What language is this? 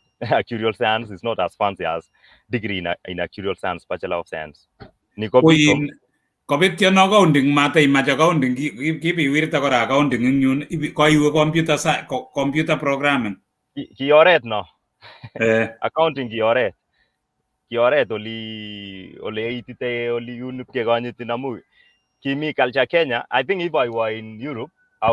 Kalenjin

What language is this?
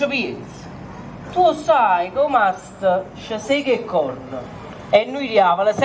Neapolitan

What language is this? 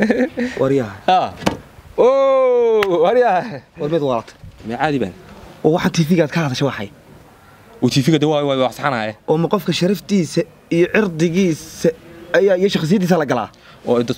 Somali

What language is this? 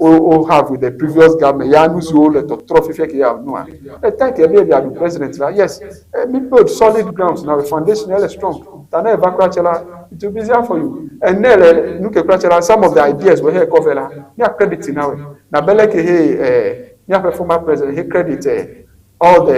Ewe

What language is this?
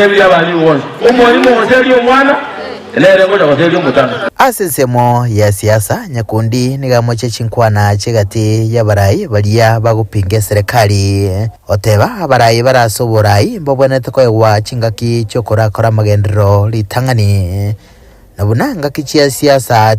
Gusii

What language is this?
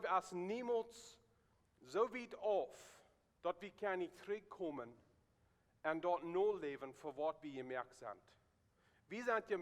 Plautdietsch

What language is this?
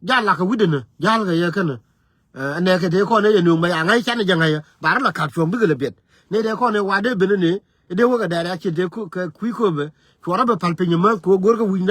Nuer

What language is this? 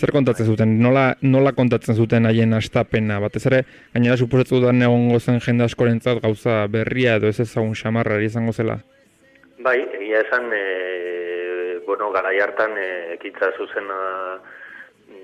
Basque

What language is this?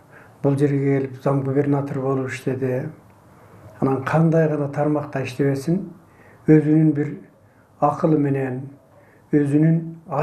Kyrgyz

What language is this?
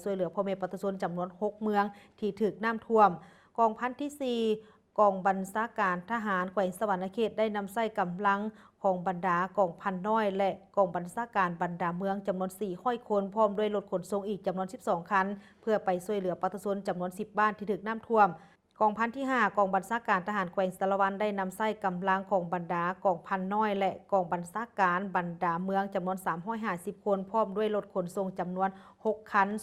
Lao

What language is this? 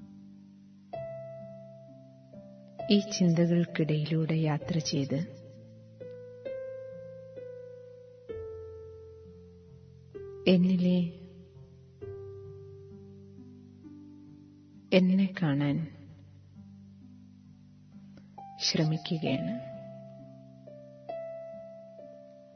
Malayalam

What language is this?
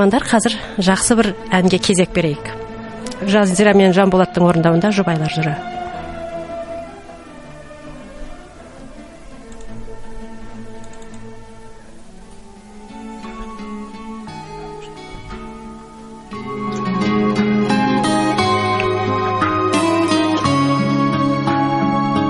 Kazakh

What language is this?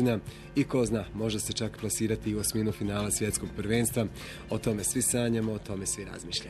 Bosnian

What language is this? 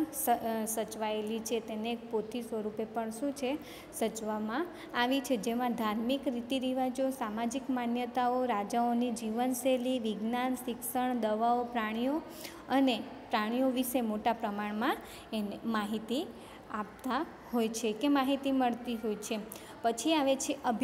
Gujarati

